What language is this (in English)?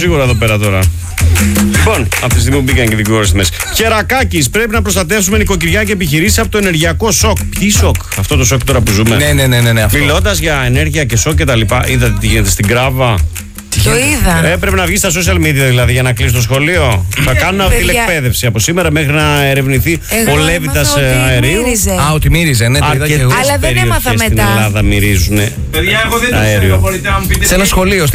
Greek